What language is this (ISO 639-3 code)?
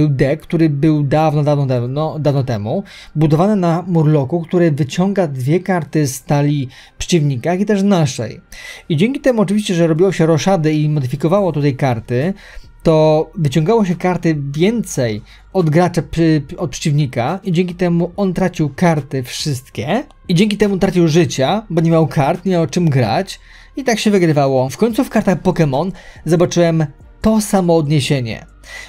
pol